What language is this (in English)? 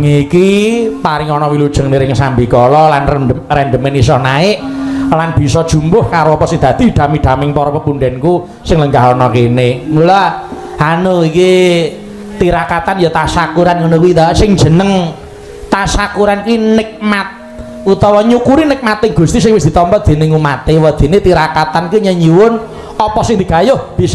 Javanese